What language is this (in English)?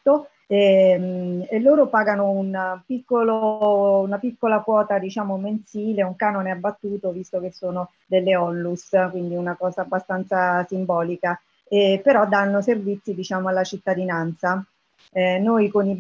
Italian